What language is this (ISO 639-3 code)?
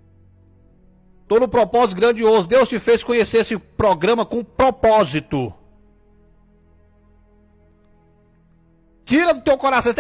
por